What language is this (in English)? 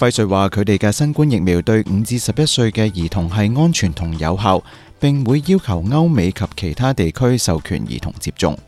Cantonese